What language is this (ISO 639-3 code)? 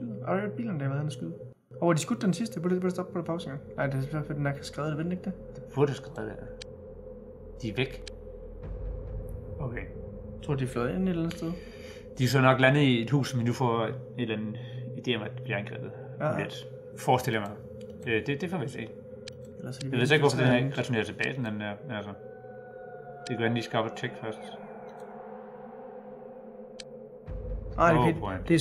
dan